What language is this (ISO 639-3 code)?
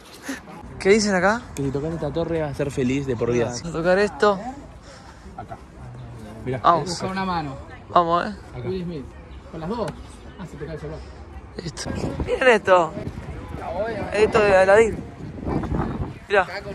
spa